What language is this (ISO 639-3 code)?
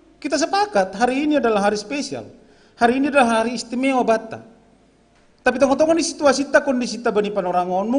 bts